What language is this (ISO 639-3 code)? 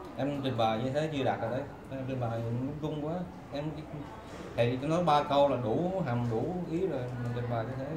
vie